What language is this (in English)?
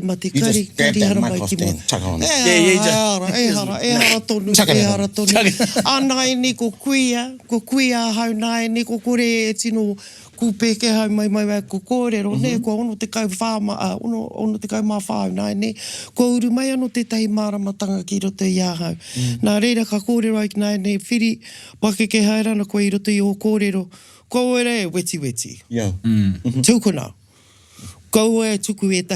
Māori